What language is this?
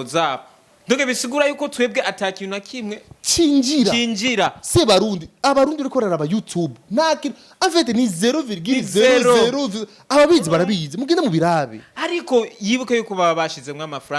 Rundi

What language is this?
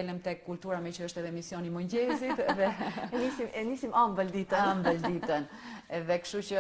Albanian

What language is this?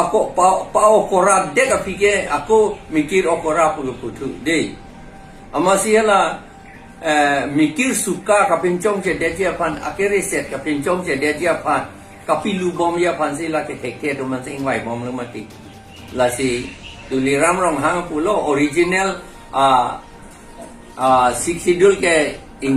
Karbi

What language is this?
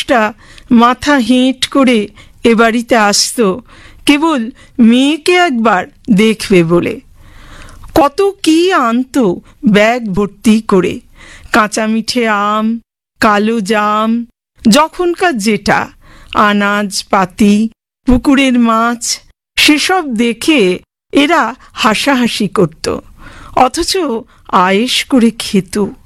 Bangla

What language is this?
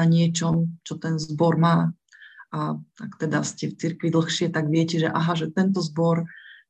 Slovak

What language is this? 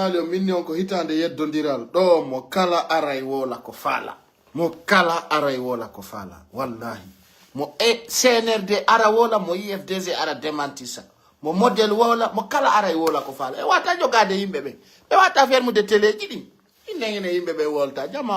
Pular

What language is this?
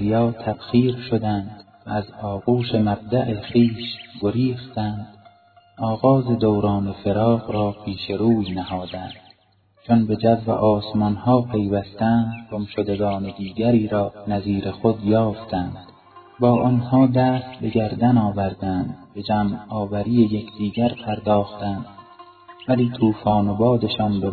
Persian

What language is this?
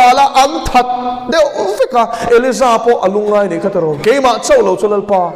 Mizo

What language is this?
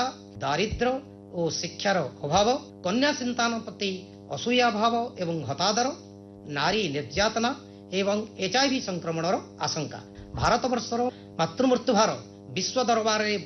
Odia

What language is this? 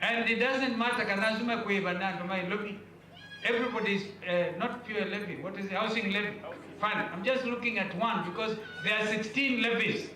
Kamba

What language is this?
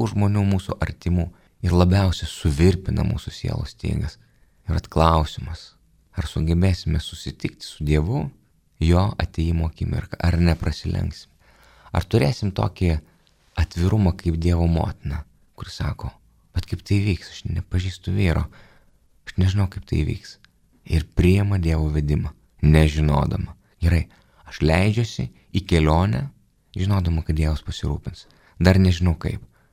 Lithuanian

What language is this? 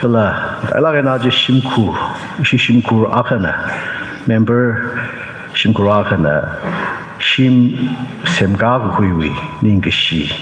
Tangkhul Naga (India)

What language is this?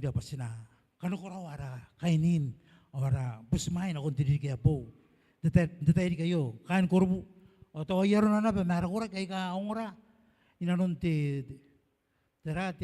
Gilbertese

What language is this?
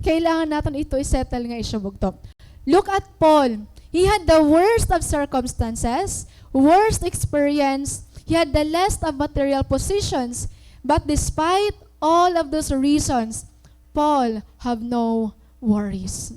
Waray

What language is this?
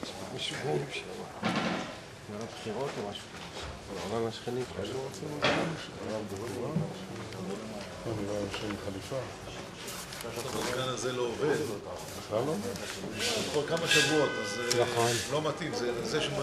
Hebrew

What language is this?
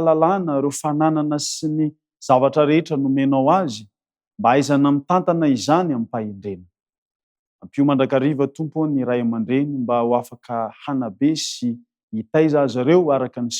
Malagasy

